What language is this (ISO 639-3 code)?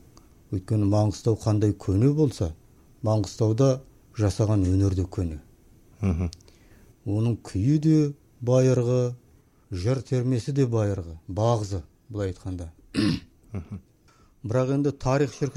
kaz